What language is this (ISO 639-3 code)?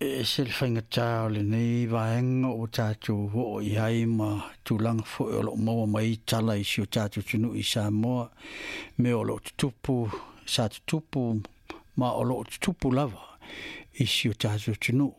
smo